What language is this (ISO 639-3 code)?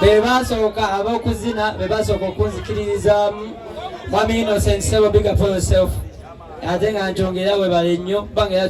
lug